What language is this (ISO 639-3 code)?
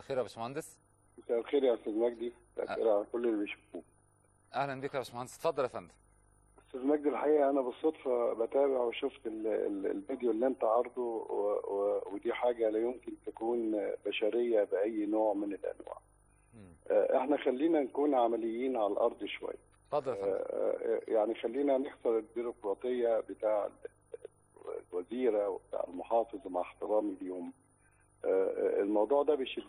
arz